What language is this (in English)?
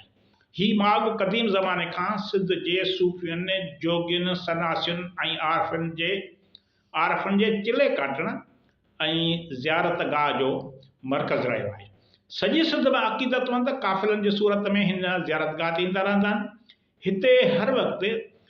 Sindhi